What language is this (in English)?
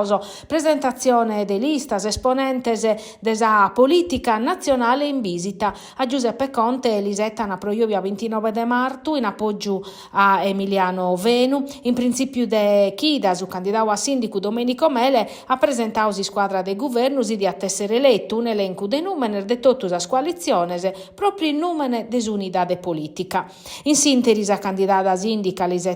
Sardinian